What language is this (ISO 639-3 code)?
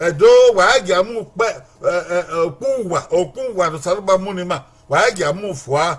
bin